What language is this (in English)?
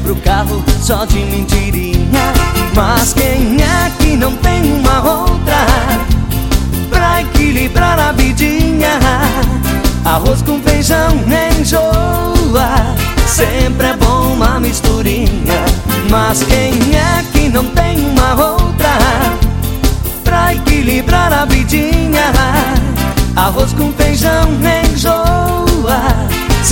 Portuguese